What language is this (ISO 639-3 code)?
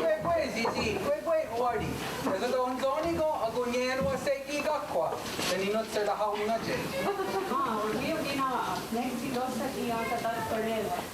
moh